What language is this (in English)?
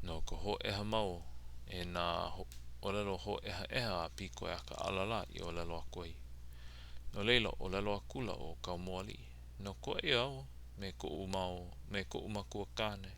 Hawaiian